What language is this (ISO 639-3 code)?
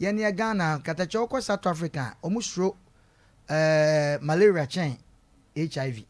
aka